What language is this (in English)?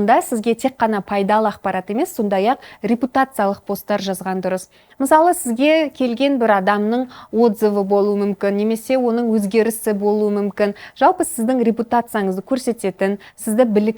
Kazakh